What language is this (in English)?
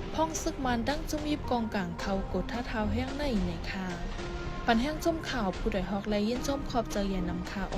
Shan